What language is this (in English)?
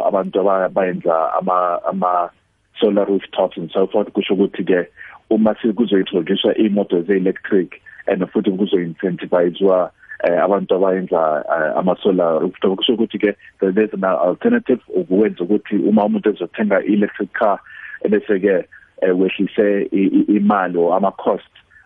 South Ndebele